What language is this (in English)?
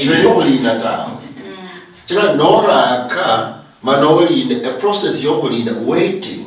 Luyia